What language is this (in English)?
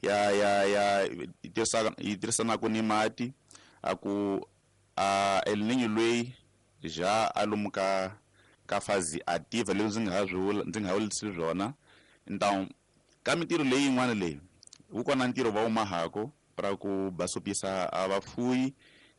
Tsonga